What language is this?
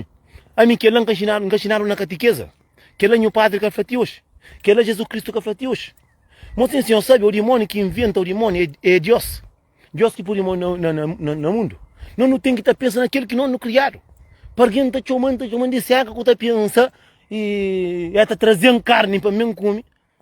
Kabuverdianu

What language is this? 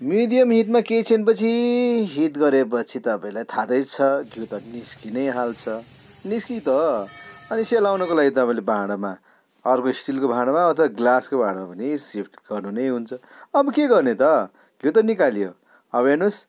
Nepali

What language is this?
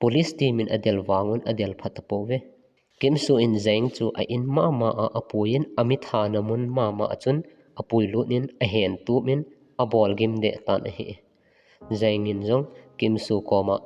Thado Chin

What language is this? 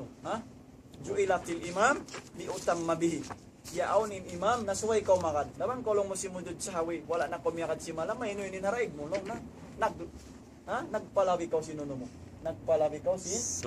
Tausug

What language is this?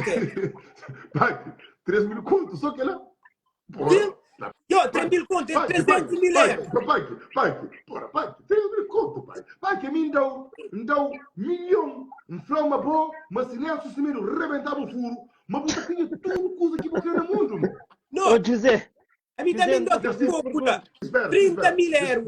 Kabuverdianu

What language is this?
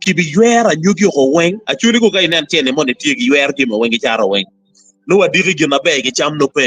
Acoli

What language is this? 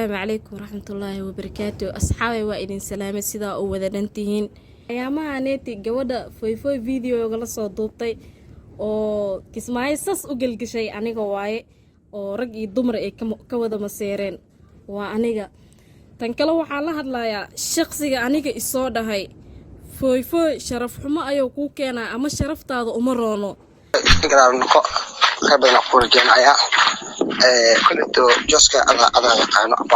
Somali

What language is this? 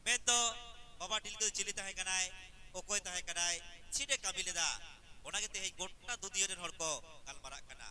Santali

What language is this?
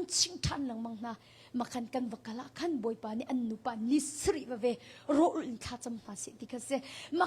Hakha Chin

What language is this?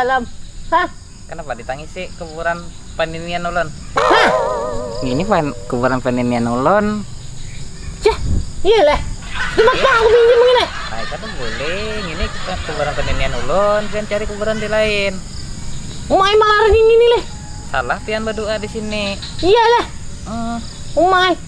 Banjar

